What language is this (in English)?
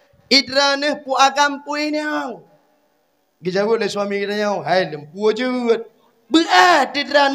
Achinese